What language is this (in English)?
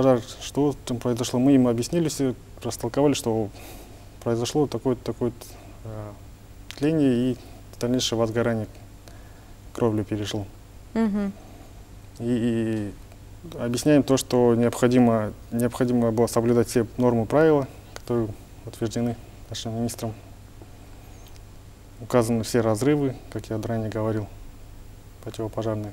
Russian